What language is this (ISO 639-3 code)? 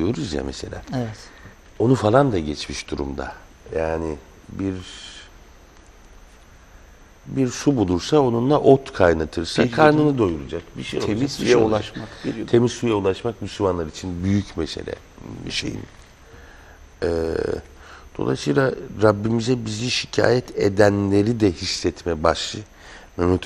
tur